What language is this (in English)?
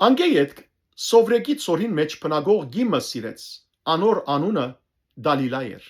Western Armenian